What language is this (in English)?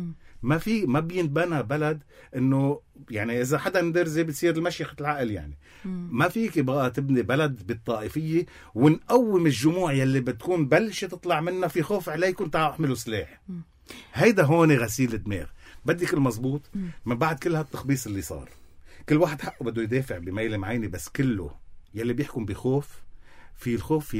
North Levantine Arabic